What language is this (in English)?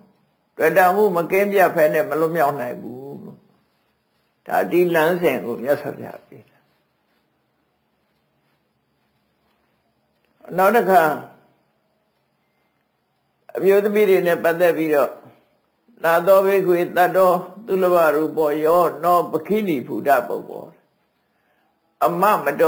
Burmese